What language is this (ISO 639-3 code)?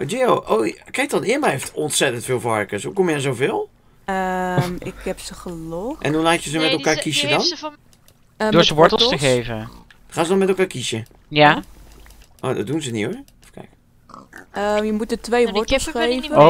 nld